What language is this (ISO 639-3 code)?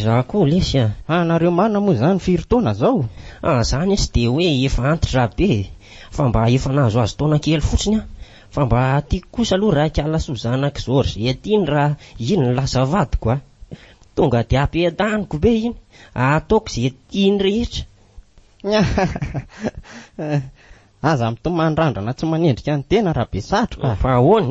mlg